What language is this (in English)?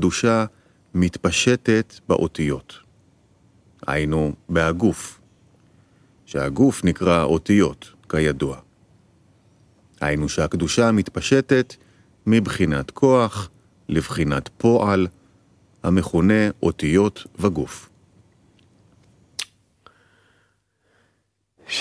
Hebrew